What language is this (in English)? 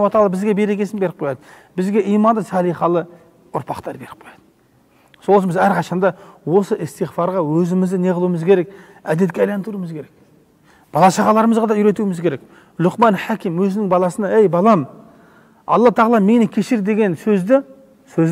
Kazakh